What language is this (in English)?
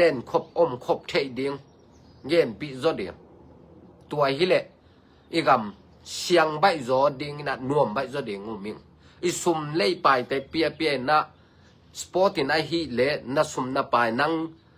Tedim Chin